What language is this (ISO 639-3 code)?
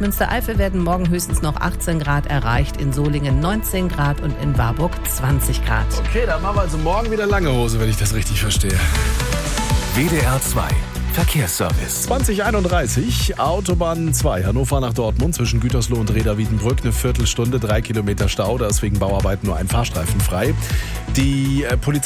deu